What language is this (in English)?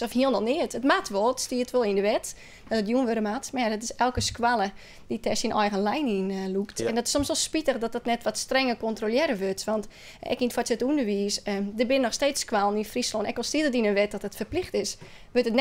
Western Frisian